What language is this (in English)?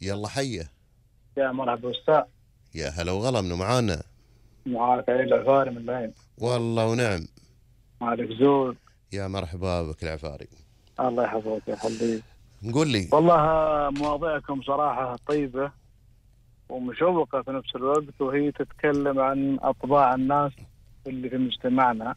Gulf Arabic